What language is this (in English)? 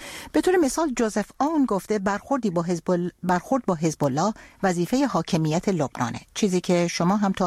Persian